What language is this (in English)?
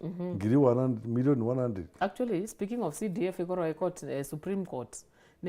Meru